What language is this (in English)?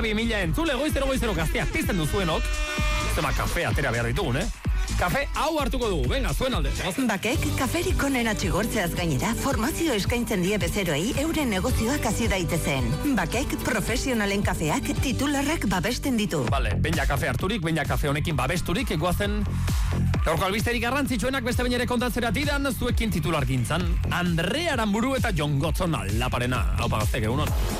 Basque